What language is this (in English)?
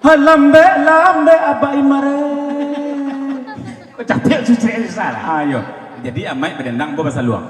Minangkabau